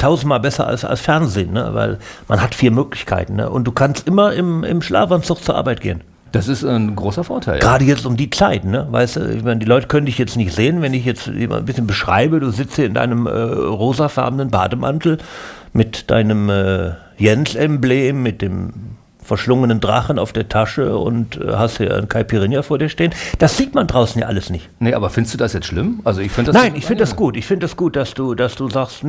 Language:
German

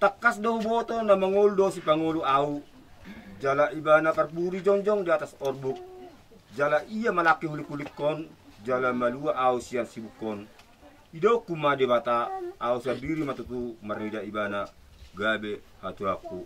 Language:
Batak Toba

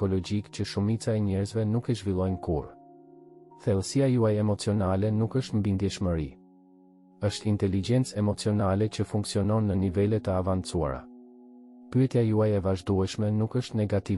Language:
Albanian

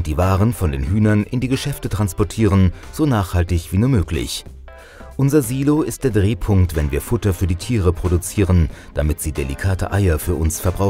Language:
German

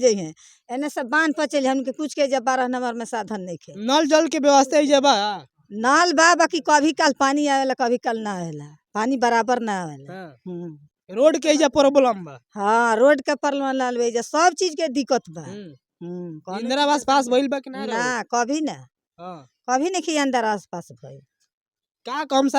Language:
Bhojpuri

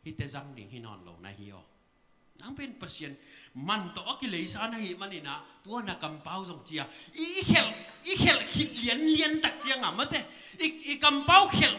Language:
Tedim Chin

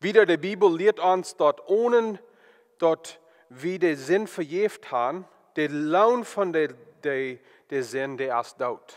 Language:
Plautdietsch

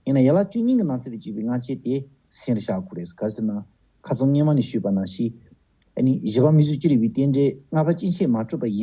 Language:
Tibetan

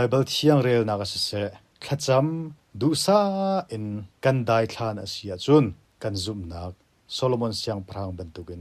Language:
Hakha Chin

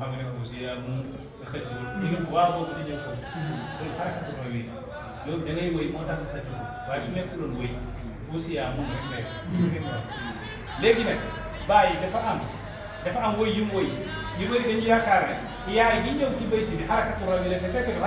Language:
Wolof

